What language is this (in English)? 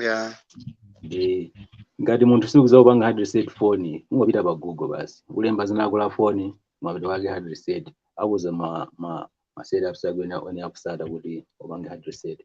Nyanja